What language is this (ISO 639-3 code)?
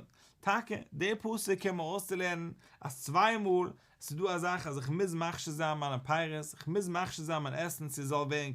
yid